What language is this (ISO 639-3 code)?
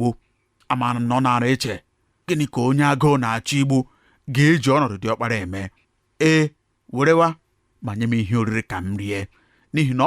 ibo